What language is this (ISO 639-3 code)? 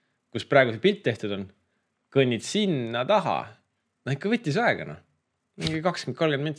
est